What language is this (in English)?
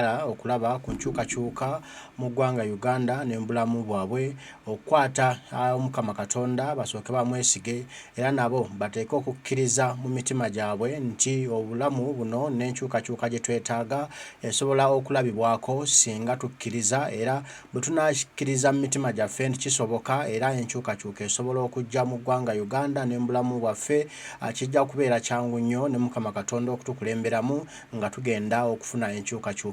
Ganda